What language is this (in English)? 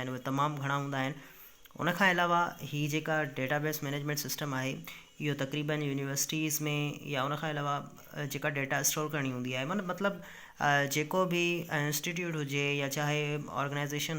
Sindhi